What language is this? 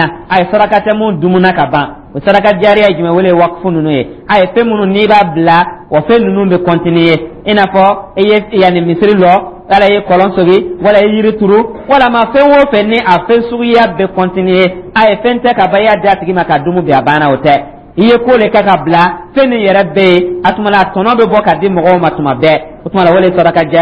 Dyula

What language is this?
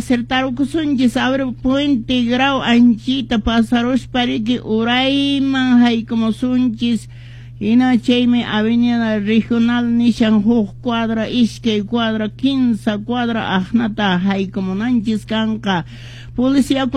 Quechua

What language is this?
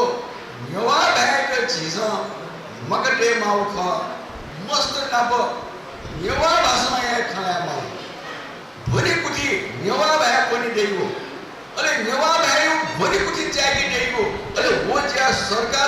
Newari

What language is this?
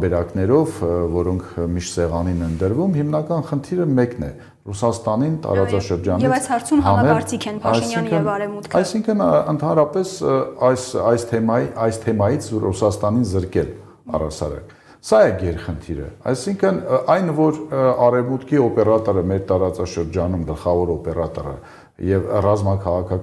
Armenian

